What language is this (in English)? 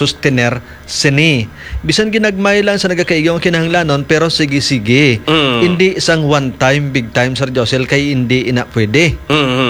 Hiligaynon